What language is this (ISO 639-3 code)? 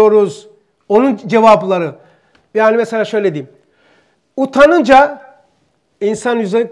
tur